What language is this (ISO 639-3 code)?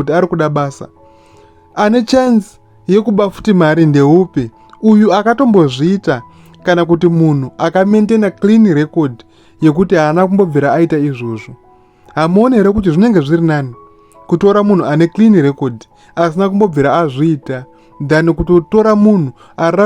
sna